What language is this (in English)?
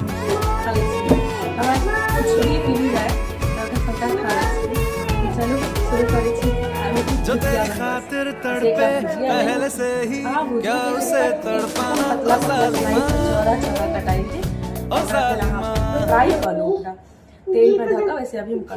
Maithili